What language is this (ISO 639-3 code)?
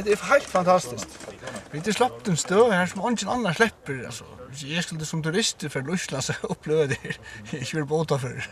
fao